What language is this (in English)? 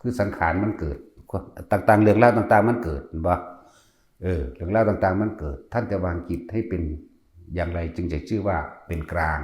Northeastern Thai